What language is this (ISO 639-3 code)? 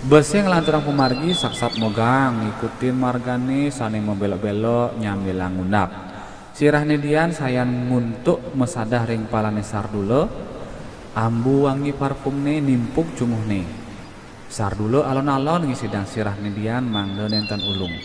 ban